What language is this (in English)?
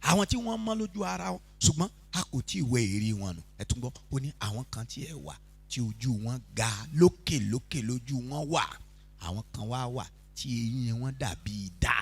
Yoruba